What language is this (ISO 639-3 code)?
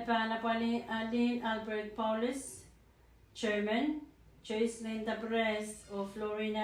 pon